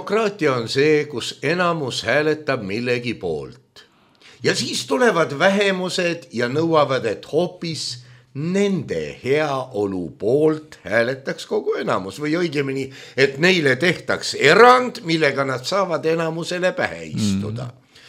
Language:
Estonian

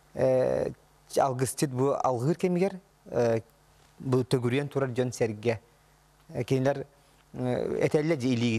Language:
Yakut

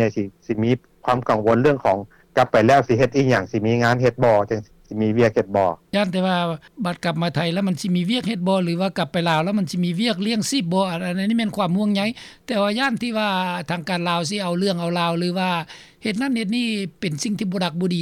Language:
Lao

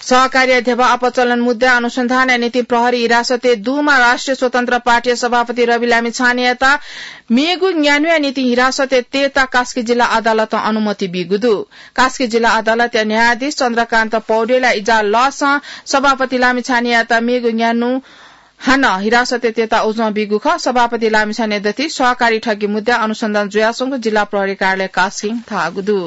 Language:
Newari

